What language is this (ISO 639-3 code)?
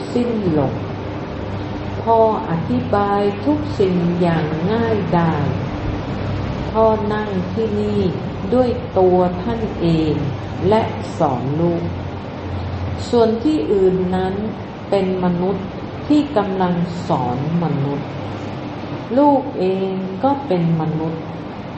tha